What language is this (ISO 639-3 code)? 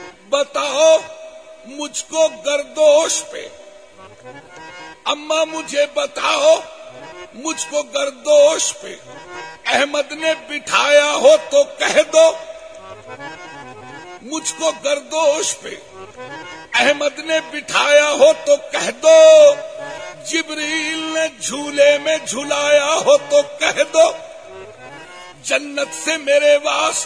urd